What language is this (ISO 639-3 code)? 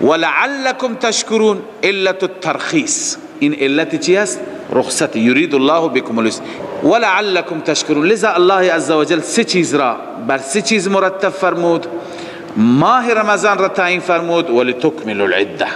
fas